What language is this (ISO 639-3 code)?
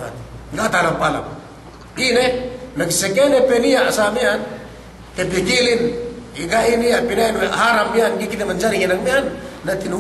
yka